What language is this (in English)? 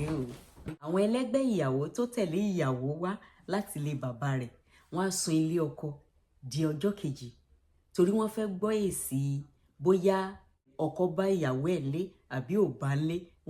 Yoruba